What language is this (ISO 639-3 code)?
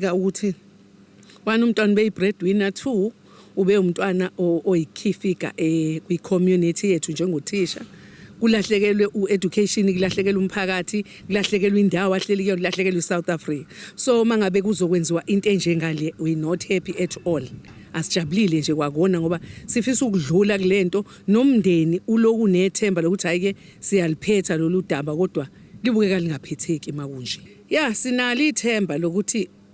zul